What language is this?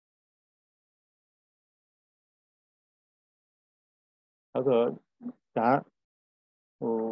Burmese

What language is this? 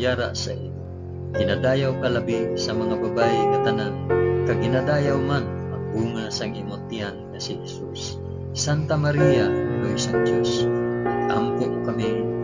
Hiligaynon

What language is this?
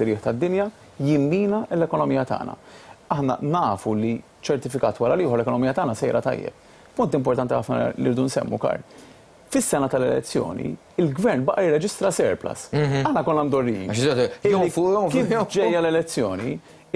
Maltese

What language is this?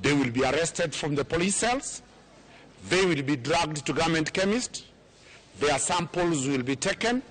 Luo (Kenya and Tanzania)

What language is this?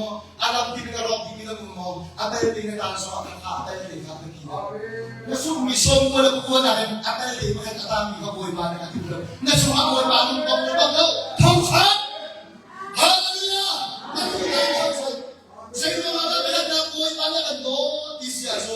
Hakha Chin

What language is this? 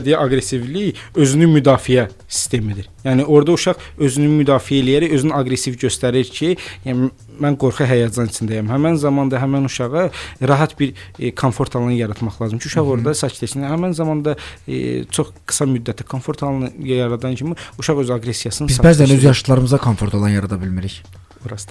Azerbaijani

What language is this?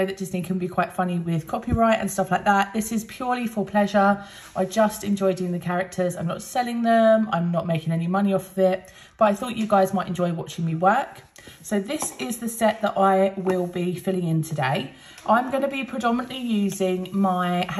English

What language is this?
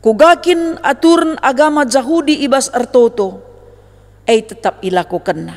Batak Karo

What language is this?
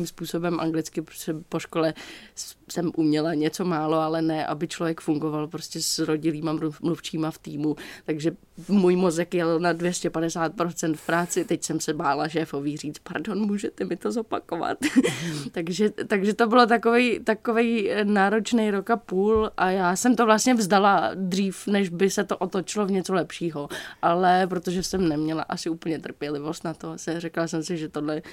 Czech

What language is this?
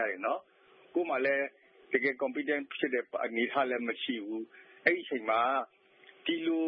Burmese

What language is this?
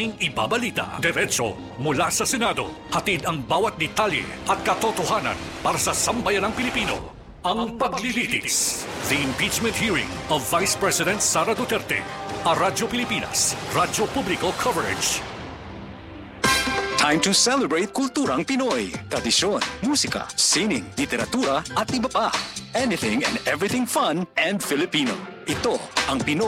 Filipino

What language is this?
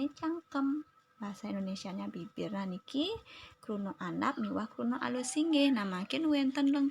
Balinese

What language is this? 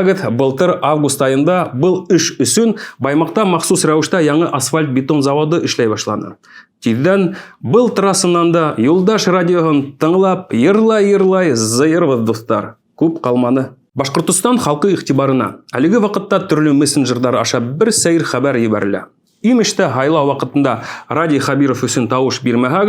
Bashkir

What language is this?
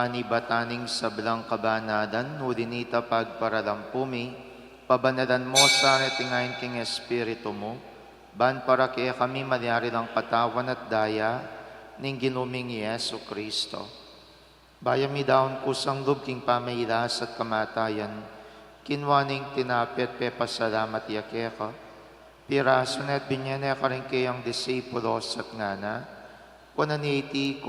Pampanga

